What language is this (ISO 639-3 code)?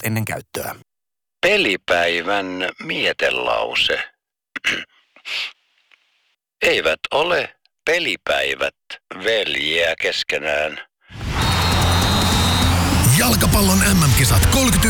fin